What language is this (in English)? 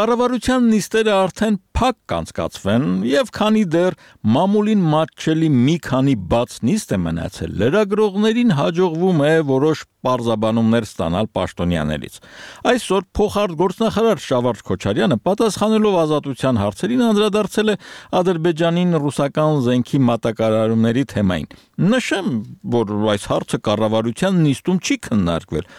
Armenian